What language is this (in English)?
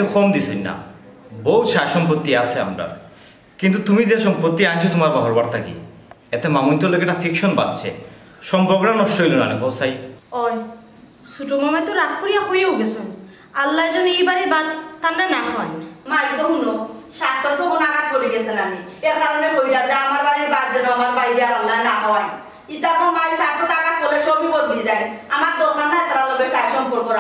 Sylheti